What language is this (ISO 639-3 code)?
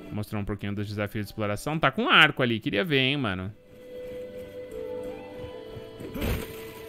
por